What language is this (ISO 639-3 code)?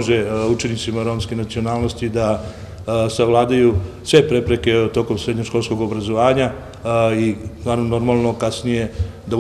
srp